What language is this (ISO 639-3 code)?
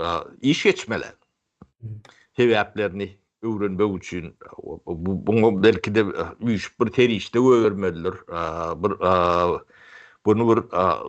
tuk